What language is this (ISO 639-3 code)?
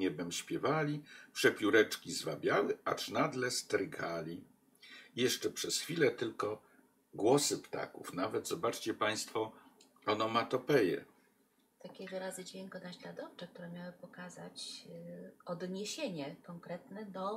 pol